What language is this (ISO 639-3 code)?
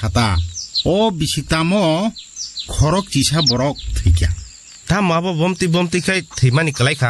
trp